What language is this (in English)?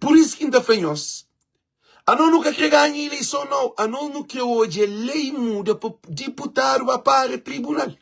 Kabuverdianu